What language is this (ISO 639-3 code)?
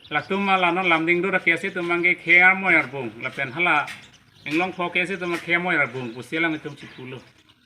mjw